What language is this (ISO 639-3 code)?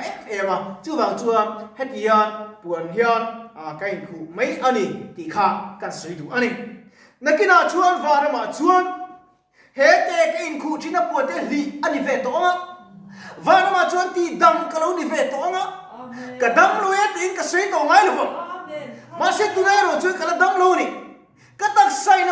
lus